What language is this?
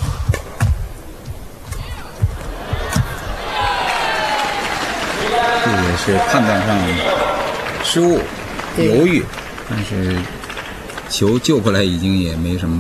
Chinese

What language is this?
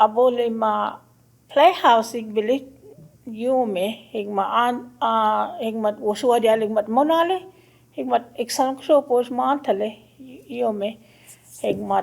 Choctaw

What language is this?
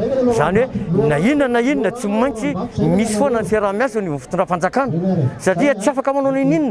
Malagasy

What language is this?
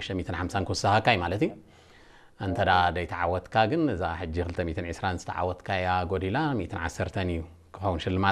Tigrinya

